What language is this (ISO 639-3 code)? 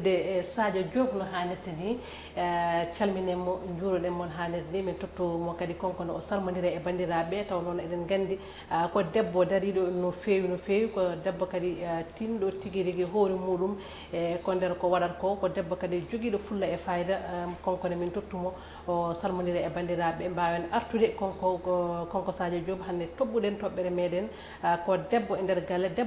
ful